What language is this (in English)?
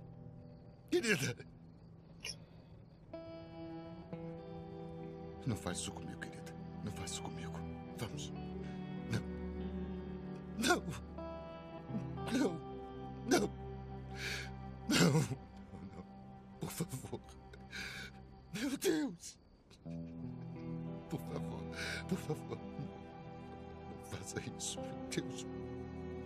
Portuguese